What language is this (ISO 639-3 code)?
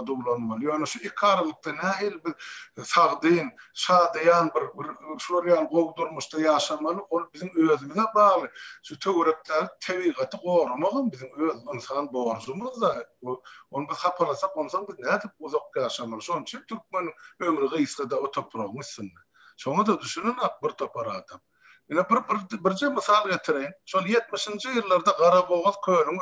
tuk